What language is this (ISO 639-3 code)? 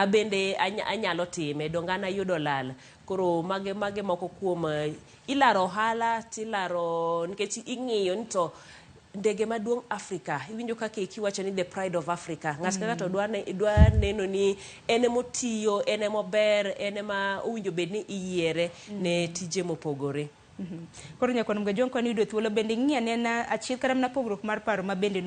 luo